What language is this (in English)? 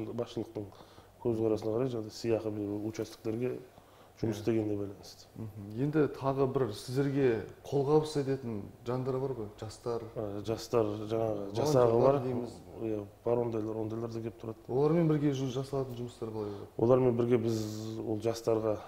Kazakh